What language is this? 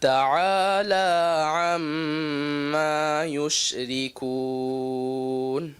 Divehi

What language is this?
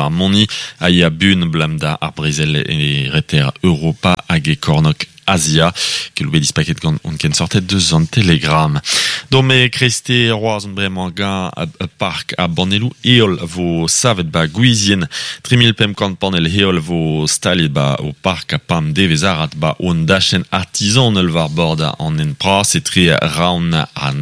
Breton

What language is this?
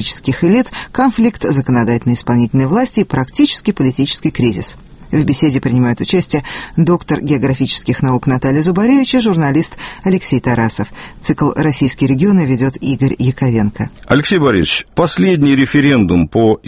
Russian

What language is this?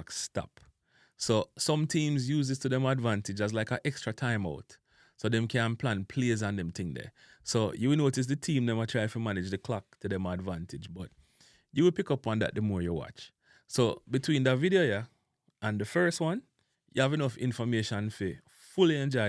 Jamaican Creole English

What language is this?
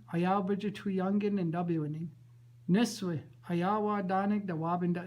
Chippewa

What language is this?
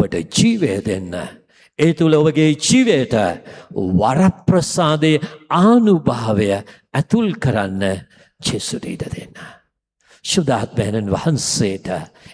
Sinhala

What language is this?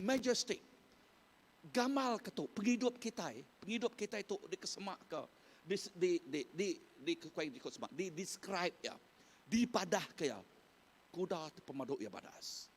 Iban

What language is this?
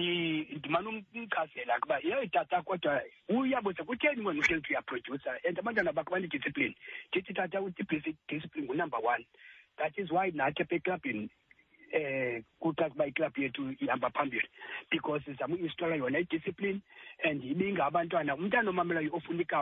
Xhosa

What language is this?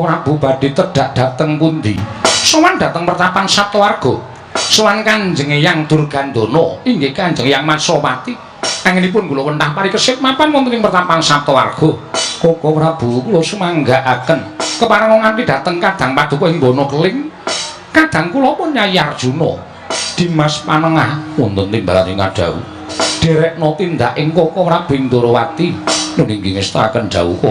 Javanese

